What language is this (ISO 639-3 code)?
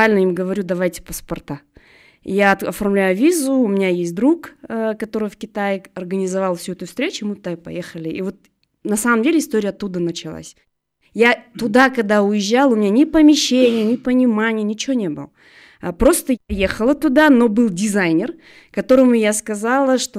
rus